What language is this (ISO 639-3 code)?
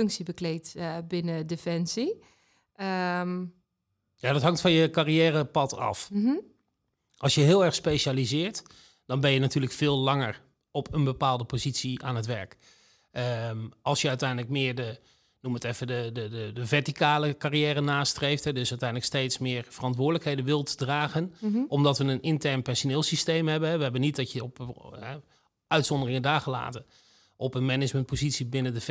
nld